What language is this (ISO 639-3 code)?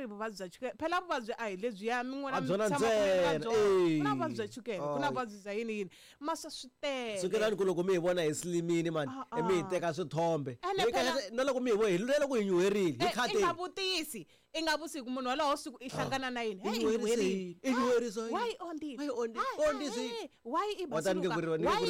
tso